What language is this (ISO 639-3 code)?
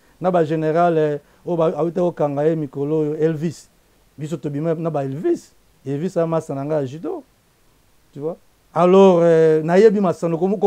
lin